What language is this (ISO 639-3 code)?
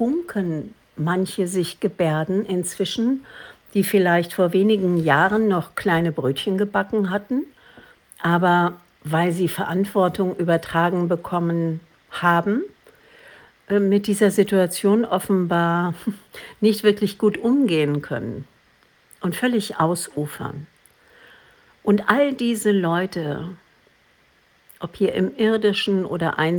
deu